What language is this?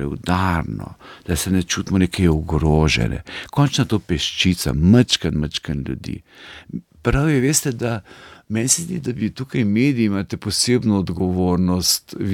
Slovenian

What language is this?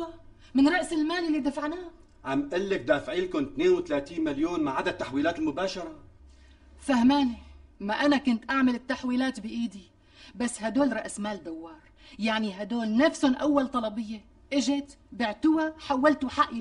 North Levantine Arabic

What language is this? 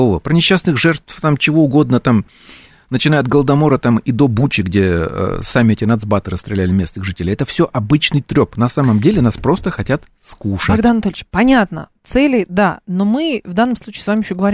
Russian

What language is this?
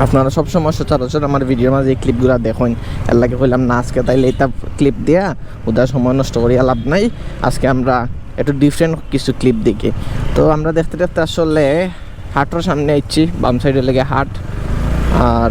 Sylheti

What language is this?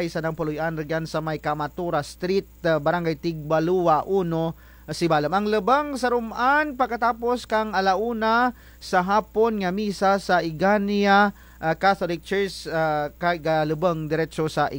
Kinaray-a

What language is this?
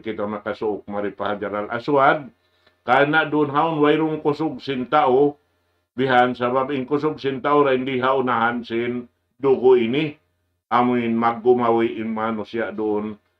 Tausug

